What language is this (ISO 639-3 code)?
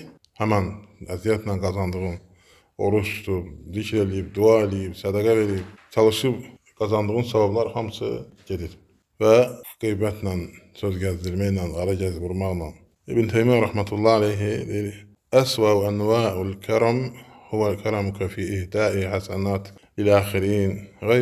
aze